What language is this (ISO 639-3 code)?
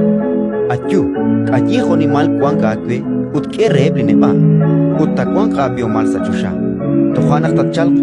kek